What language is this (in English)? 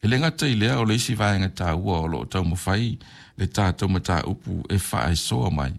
Samoan